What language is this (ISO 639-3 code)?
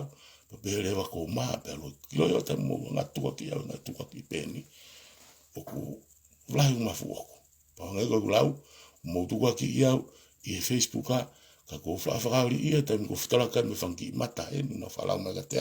ton